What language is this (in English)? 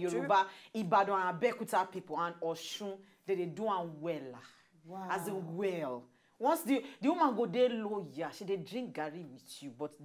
Nigerian Pidgin